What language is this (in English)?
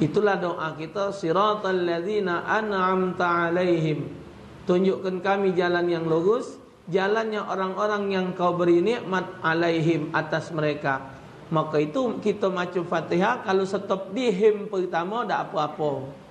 Musi